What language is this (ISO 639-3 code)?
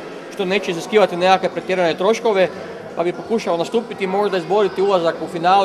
hrv